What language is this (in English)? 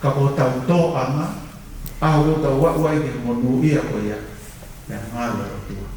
Tongan